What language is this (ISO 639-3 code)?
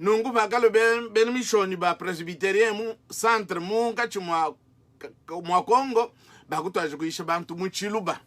lua